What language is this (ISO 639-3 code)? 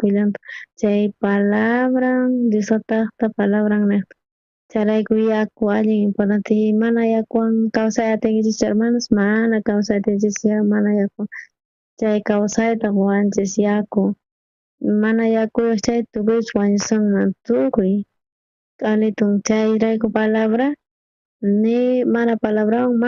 quh